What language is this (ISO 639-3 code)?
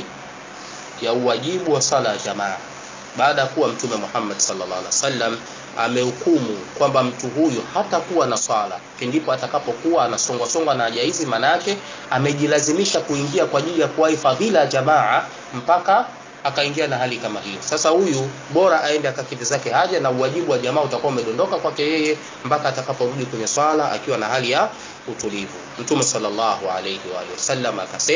swa